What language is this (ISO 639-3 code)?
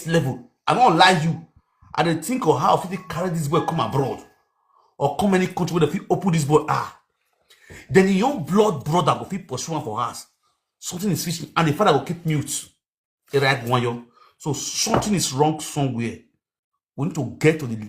pcm